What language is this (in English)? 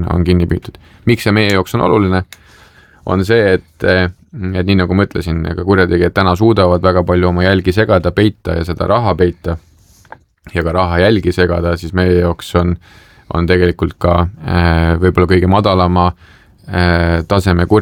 Estonian